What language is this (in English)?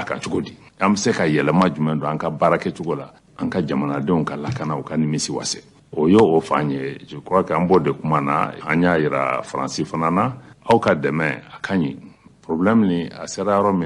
Bambara